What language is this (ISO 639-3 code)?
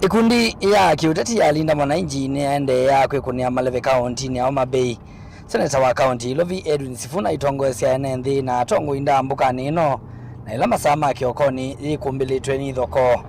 kam